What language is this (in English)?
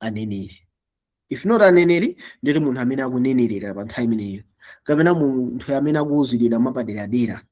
Nyanja